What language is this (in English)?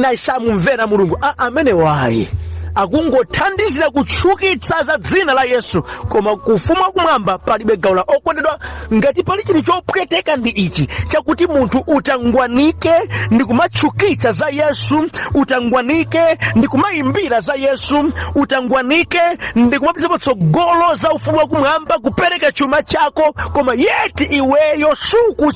Nyanja